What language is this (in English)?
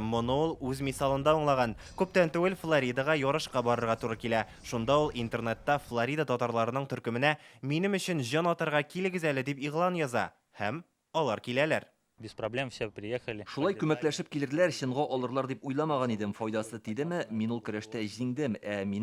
Tatar